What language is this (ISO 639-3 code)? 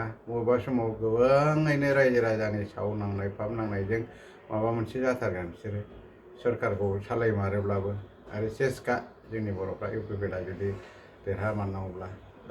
brx